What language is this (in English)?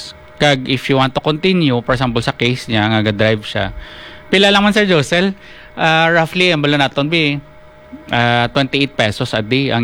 Hiligaynon